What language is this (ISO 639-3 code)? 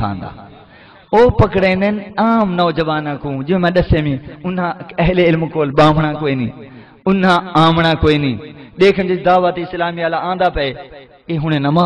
skr